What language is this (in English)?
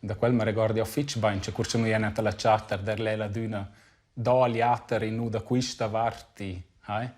Romansh